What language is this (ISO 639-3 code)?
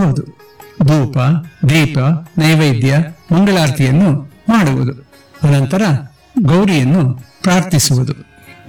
kan